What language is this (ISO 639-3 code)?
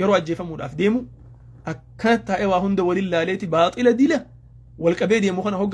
orm